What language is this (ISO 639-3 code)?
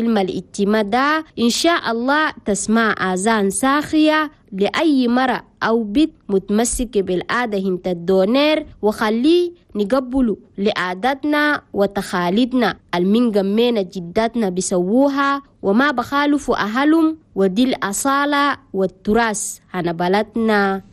shu